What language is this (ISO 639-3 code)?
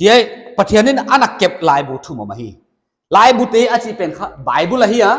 pck